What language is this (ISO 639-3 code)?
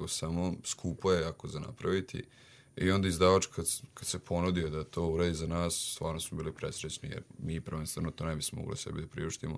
srp